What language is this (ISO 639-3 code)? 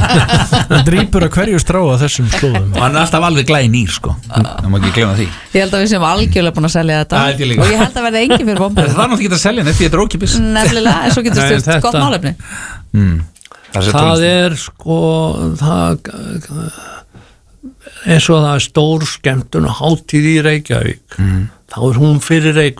isl